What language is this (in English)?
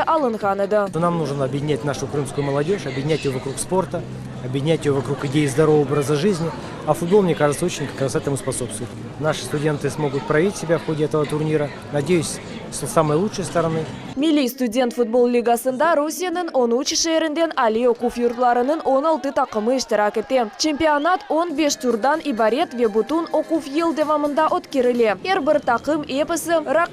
Crimean Tatar